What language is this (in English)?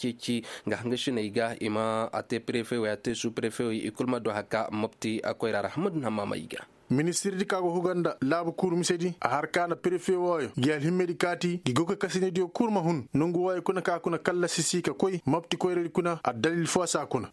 Koyraboro Senni